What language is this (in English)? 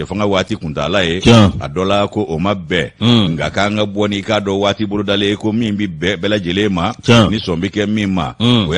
Bambara